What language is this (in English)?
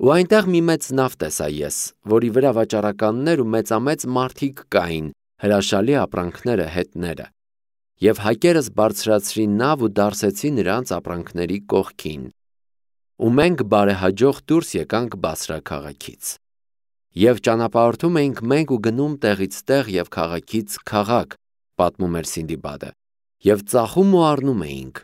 Armenian